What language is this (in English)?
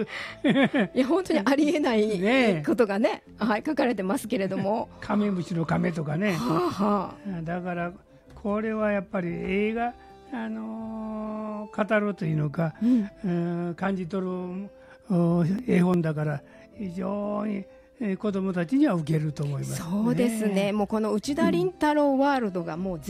Japanese